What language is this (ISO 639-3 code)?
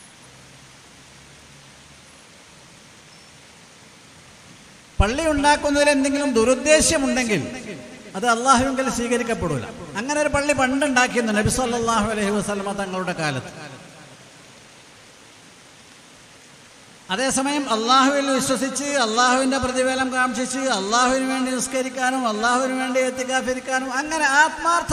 mal